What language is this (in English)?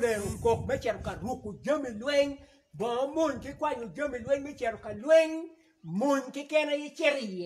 Acoli